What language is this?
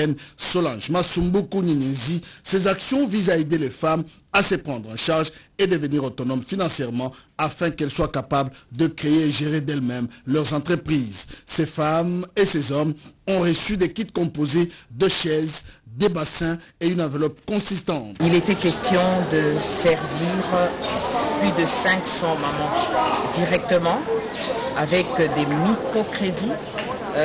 French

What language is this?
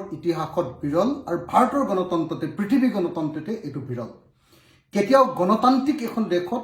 Assamese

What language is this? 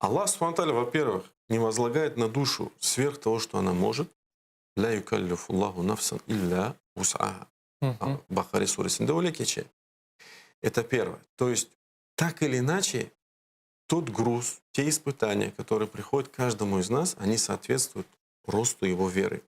Crimean Tatar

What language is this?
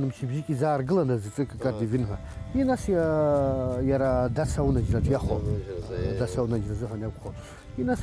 Abkhazian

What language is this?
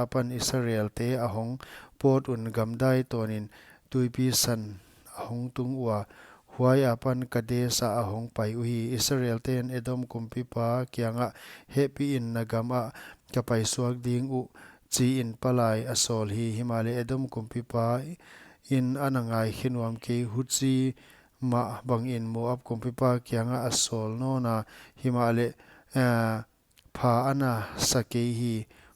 Paite Chin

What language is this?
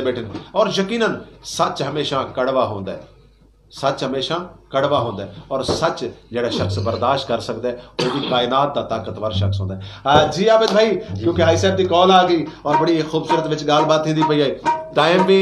Saraiki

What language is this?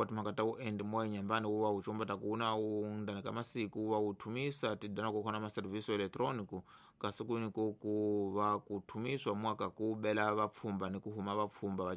Tsonga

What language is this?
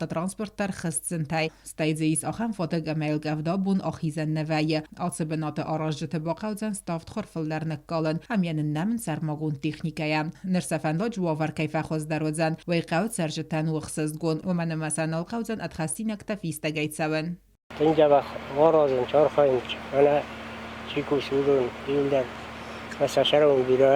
Ossetic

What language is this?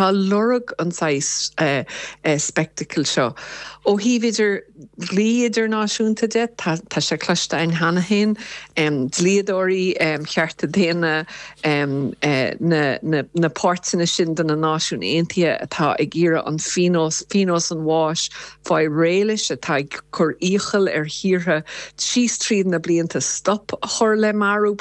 Irish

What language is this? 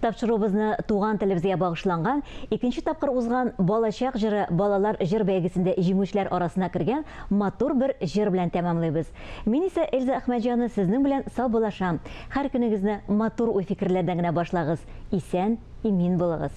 Tatar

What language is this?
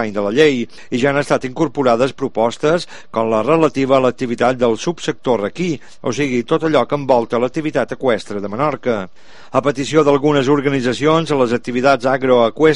Catalan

